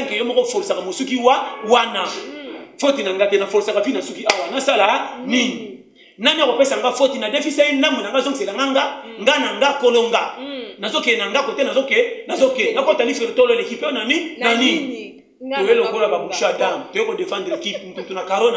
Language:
Lingala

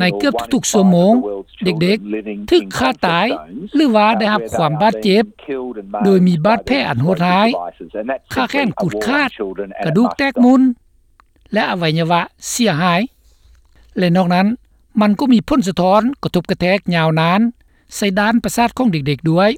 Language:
Lao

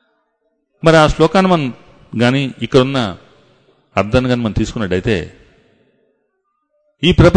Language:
Telugu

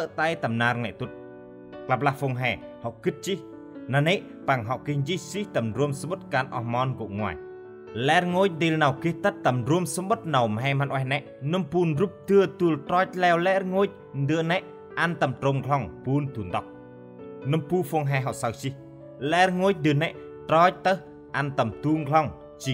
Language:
Central Mnong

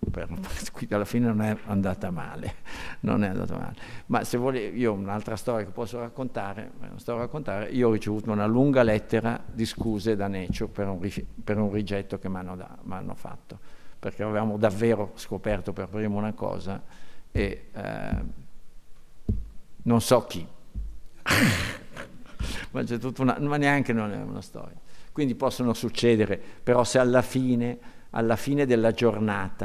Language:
Italian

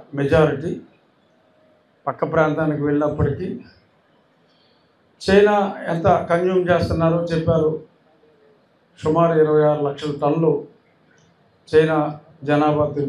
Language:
Telugu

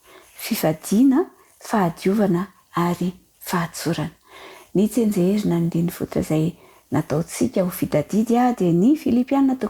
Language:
Malagasy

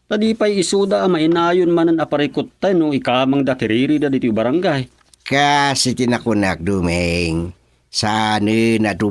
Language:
Iloko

